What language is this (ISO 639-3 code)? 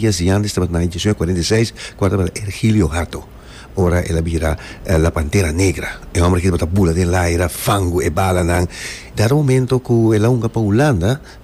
pap